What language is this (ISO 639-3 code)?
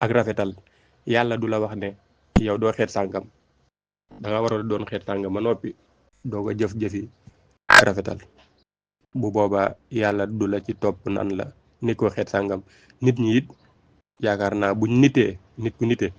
wol